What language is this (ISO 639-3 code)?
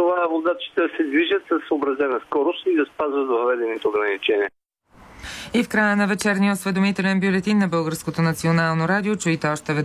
bul